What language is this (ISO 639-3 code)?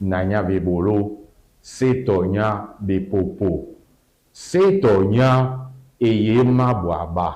dua